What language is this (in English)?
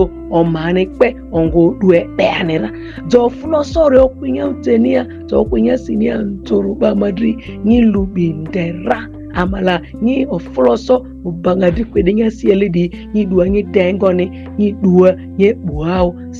Ma'di